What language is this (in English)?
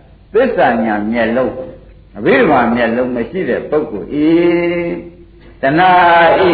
Burmese